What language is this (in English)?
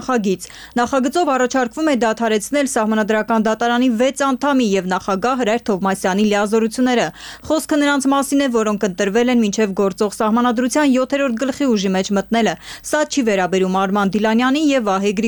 Armenian